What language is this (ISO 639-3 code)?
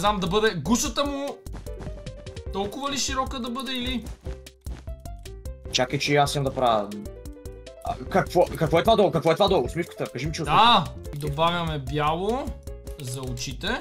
bul